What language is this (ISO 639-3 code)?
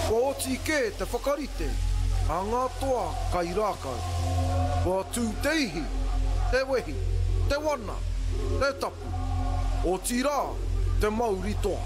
mri